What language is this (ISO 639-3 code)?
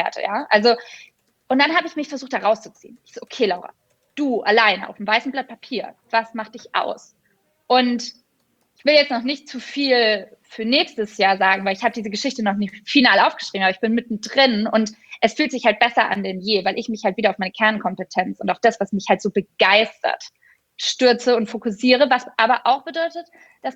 deu